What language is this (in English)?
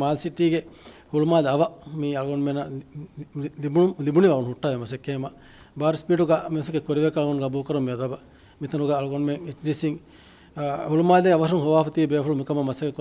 Divehi